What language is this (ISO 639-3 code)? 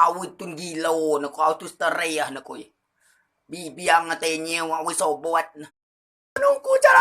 rej